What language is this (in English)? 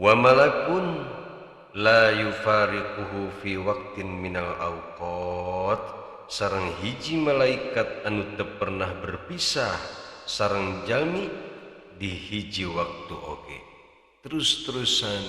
Sundanese